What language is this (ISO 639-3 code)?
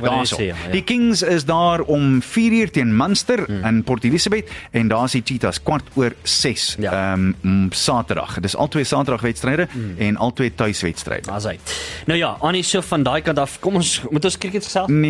afr